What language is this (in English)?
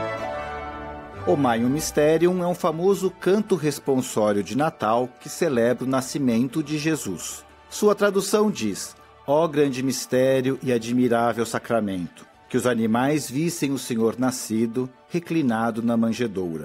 Portuguese